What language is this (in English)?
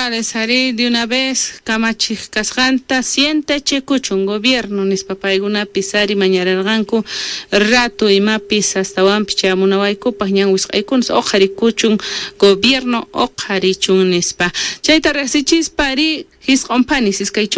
Quechua